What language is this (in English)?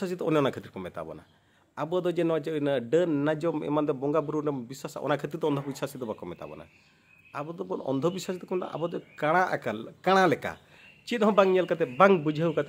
Santali